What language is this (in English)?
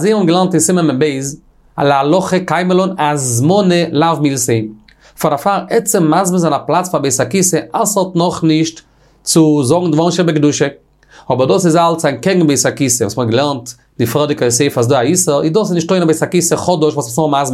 Yiddish